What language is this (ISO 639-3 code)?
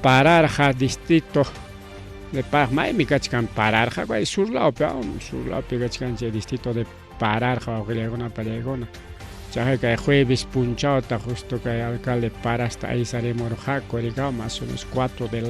quy